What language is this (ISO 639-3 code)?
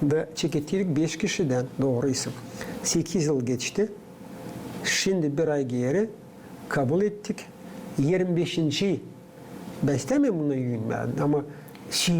gag